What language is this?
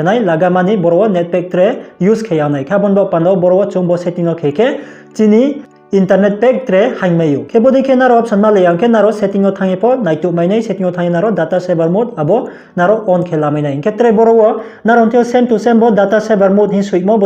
Riang (India)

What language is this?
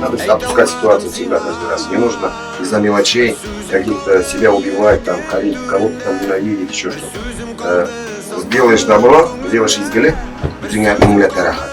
Tatar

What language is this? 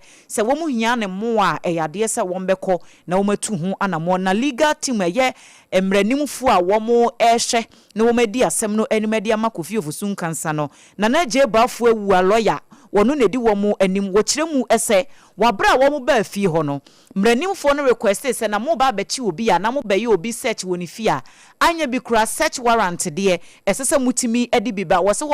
Akan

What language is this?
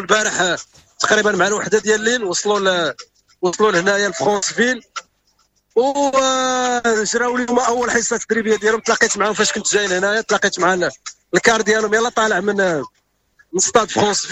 Moroccan Arabic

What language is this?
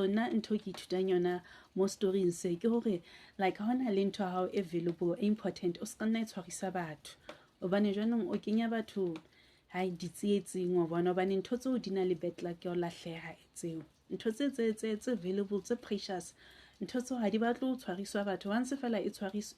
Southern Sotho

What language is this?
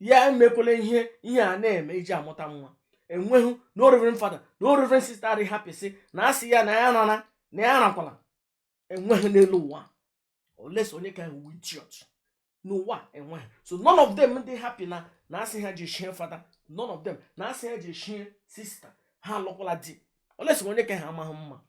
Igbo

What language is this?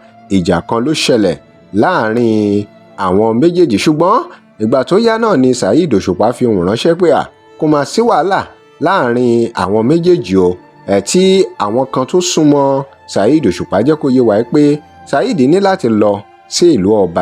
Yoruba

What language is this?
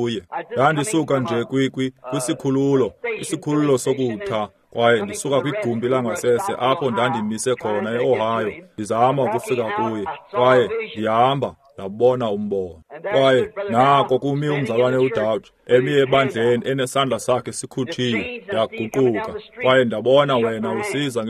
Xhosa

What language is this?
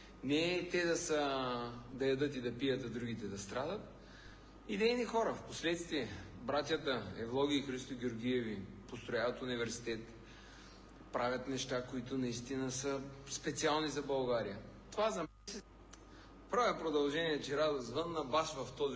Bulgarian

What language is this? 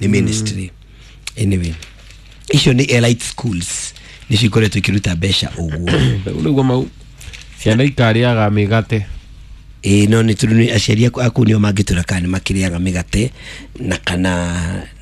Kikuyu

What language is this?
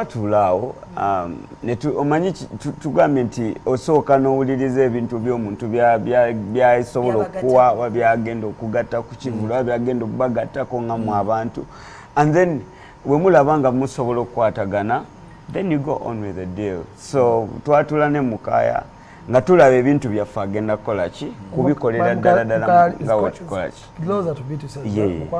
Ganda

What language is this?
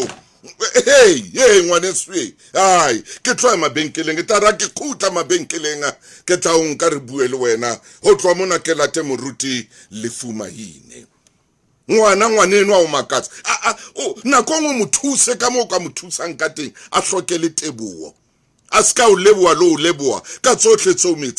Southern Sotho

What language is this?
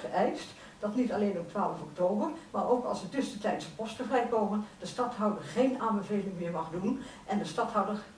Dutch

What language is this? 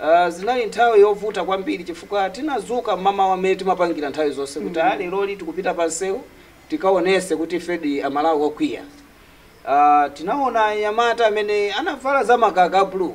Nyanja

